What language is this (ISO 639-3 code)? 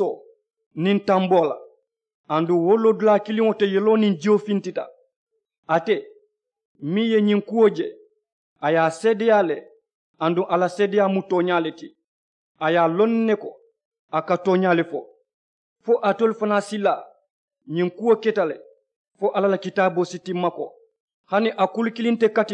man